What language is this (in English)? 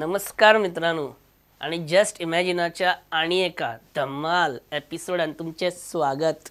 Konkani